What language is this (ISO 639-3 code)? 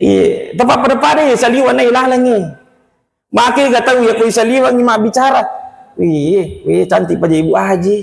bug